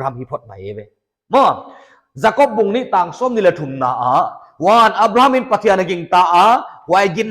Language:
Paite Chin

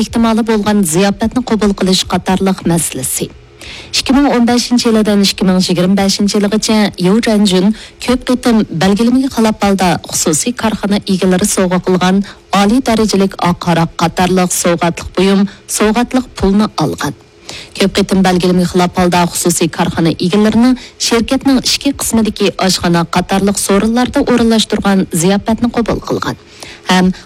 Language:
Uyghur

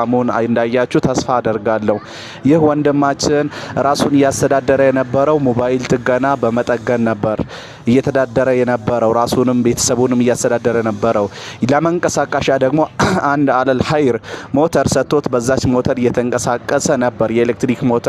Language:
Amharic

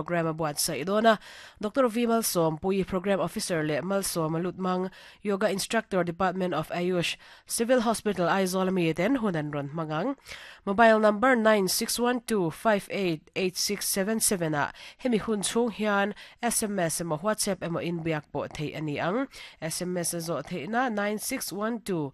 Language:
Mizo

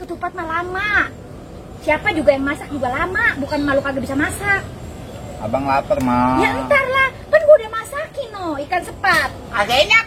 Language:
Betawi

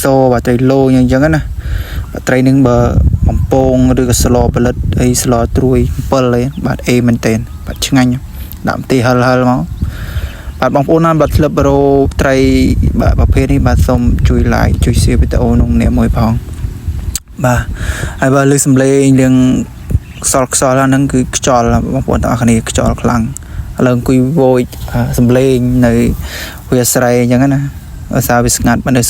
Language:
Khmer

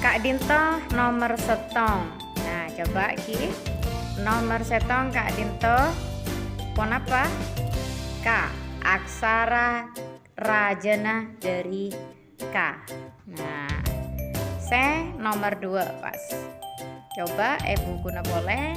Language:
Madurese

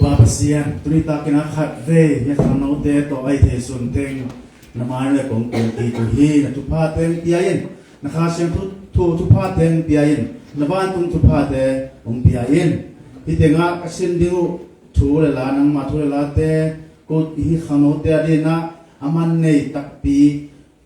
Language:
Tedim Chin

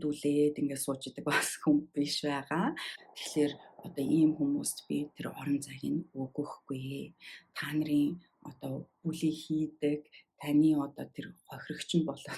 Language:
Mongolian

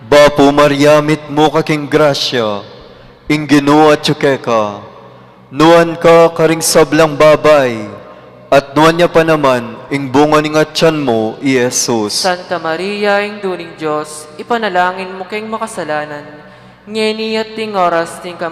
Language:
Pampanga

